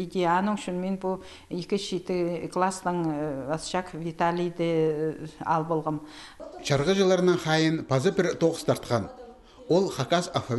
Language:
Khakas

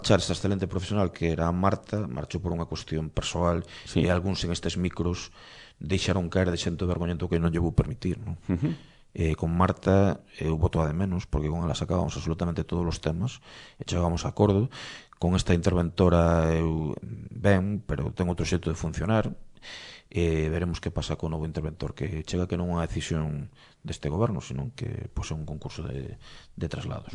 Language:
Galician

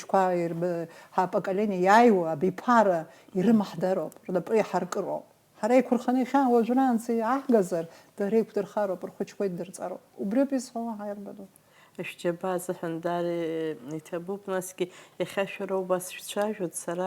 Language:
Abkhazian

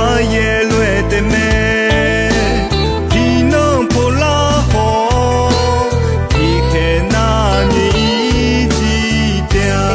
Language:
Akha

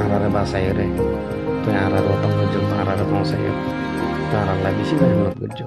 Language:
Rohingya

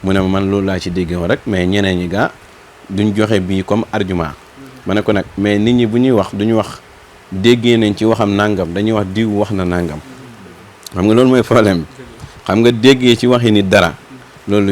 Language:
Wolof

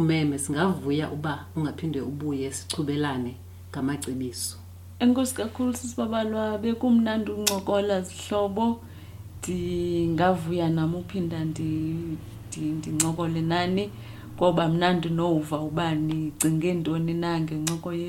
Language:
Xhosa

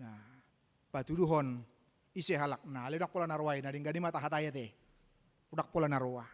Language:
Batak Toba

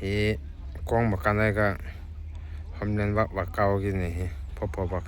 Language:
Tangkhul Naga (India)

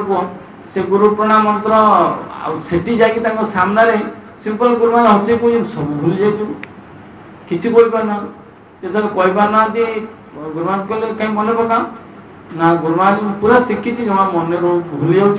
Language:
Odia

